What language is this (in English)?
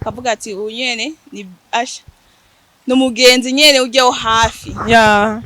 Rundi